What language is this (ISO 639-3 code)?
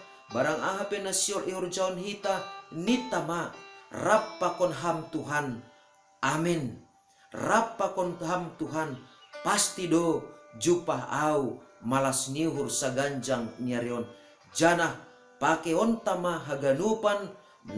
bts